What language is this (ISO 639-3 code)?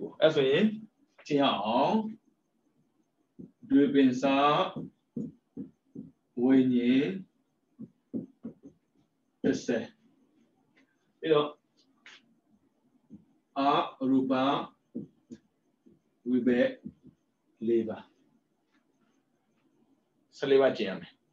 mya